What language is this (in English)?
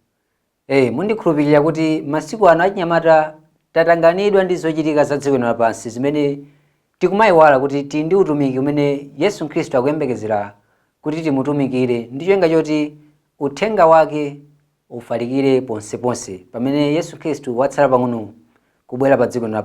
Nyanja